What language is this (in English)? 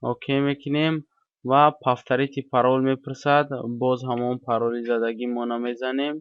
Tajik